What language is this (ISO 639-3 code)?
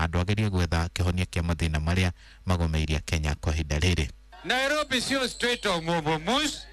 kik